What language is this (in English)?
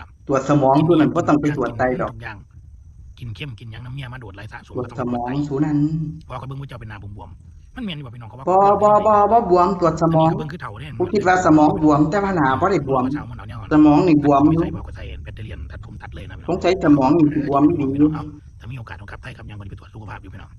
Northeastern Thai